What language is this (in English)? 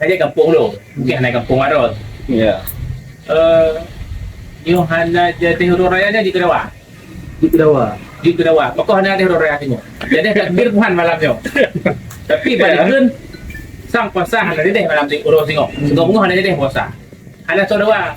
Achinese